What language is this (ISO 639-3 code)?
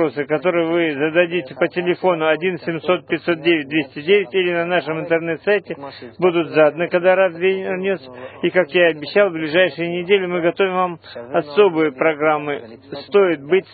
rus